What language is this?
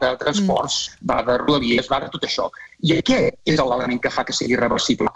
Catalan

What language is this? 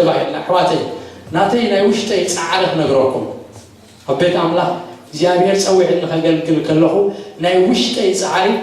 Tigrinya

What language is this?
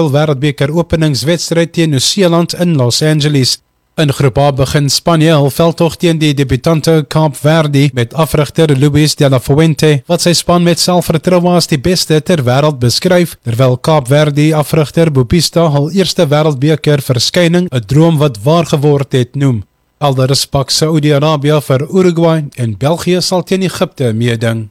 Afrikaans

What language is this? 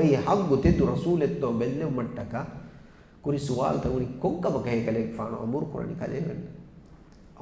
Divehi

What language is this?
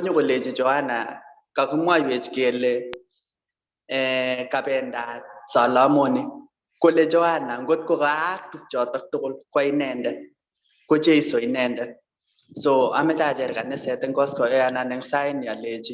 Kalenjin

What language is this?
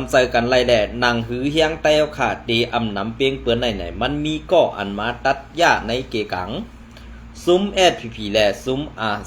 Shan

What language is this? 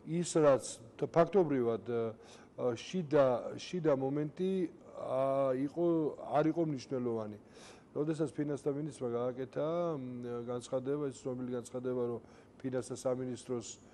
Georgian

